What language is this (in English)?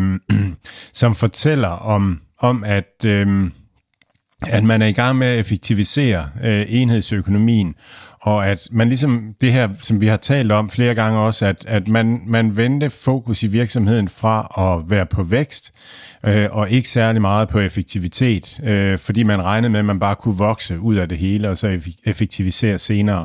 Danish